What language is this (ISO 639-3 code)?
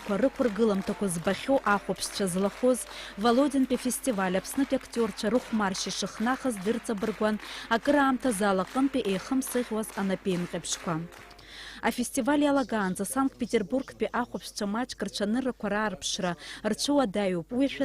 abk